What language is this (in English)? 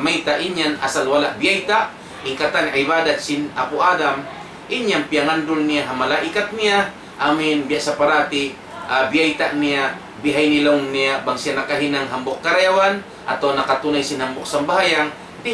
Tausug